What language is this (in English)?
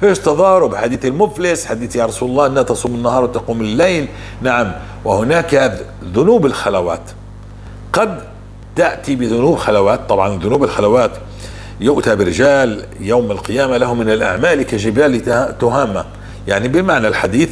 North Levantine Arabic